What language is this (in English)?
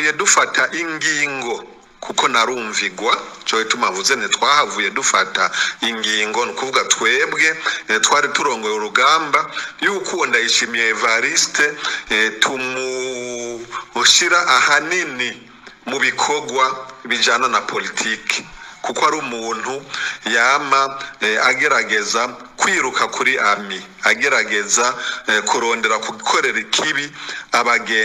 Rundi